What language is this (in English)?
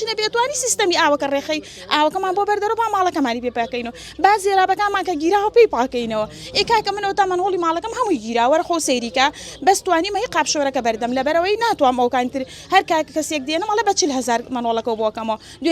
Central Kurdish